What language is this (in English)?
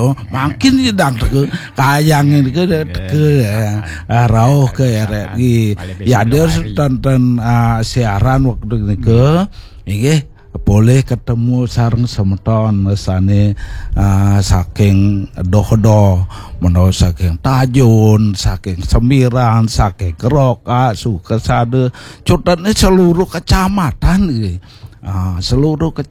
Balinese